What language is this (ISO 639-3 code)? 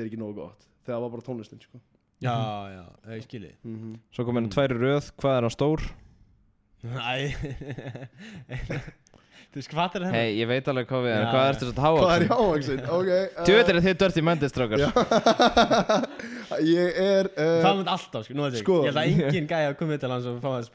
isl